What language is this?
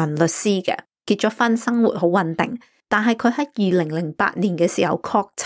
Cantonese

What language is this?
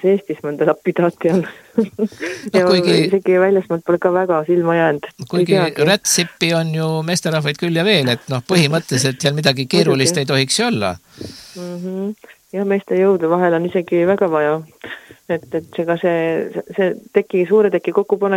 Estonian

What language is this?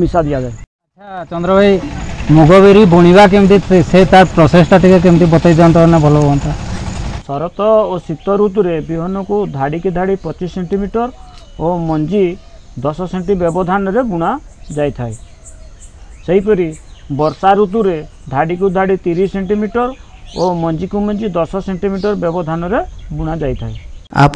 Odia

